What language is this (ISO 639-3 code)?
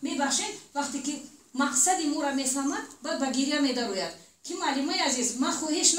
tgk